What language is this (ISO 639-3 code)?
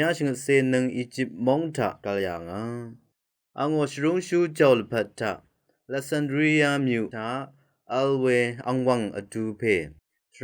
raw